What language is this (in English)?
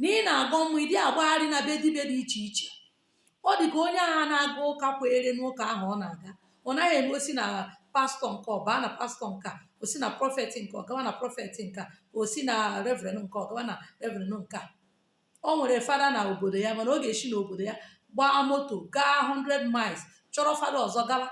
Igbo